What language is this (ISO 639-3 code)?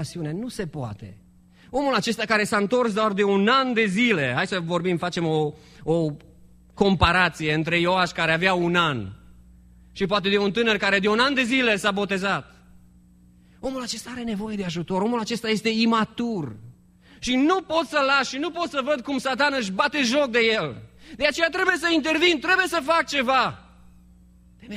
ron